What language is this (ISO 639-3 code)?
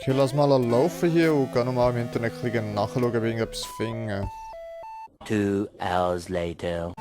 gsw